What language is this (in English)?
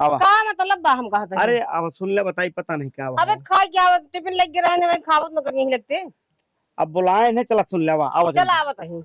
Awadhi